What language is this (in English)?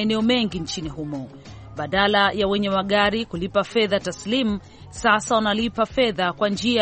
Swahili